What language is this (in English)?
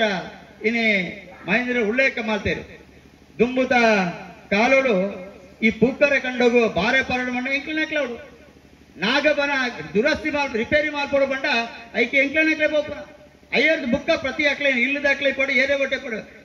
Tulu